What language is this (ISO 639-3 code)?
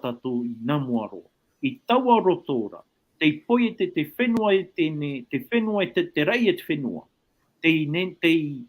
tah